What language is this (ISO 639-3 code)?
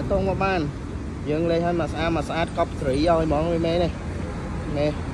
khm